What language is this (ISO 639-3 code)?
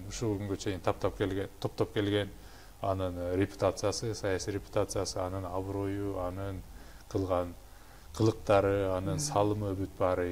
kir